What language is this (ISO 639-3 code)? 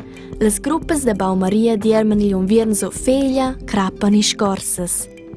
roh